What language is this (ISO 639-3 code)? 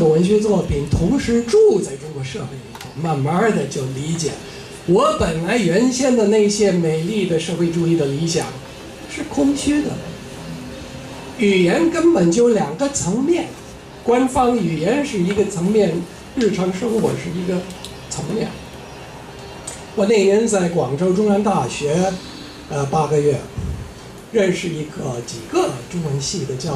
zho